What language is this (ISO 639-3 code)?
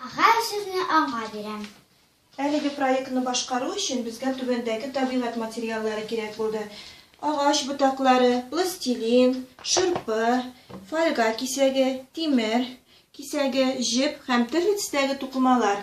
tat